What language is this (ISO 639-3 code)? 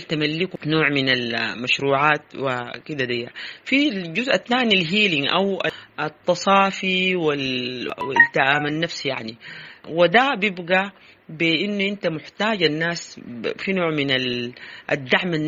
apd